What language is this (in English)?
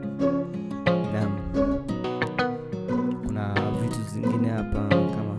Swahili